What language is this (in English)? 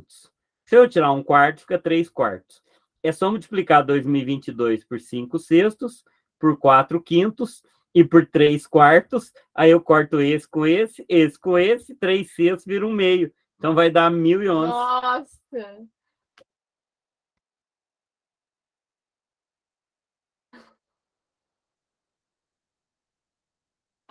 Portuguese